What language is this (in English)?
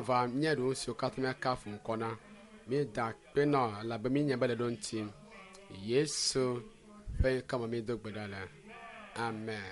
Ewe